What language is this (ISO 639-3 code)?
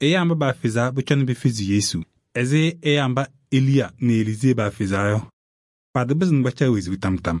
kbp